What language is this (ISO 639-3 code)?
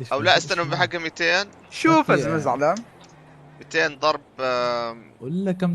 apc